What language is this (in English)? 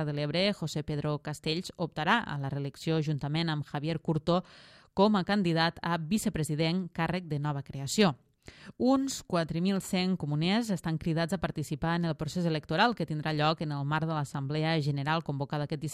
Catalan